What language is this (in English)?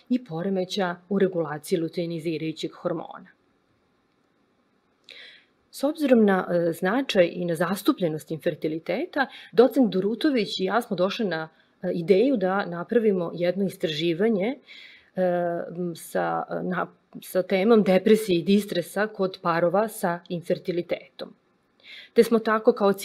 Serbian